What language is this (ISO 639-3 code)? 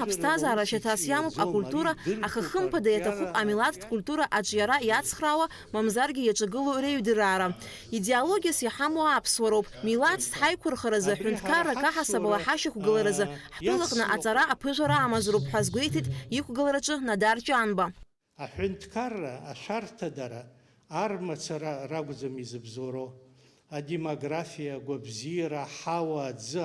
abk